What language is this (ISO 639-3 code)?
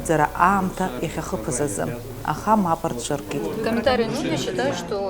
abk